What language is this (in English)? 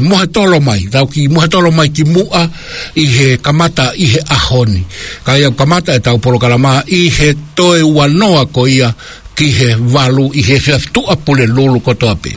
Tongan